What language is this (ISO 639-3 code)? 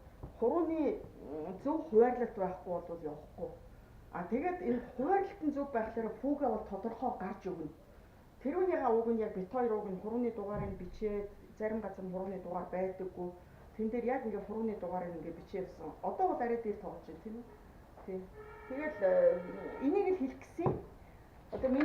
mon